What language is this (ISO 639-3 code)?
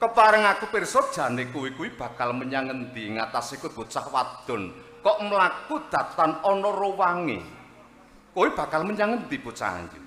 jav